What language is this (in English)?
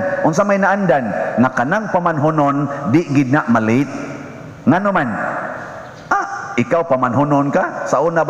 Cebuano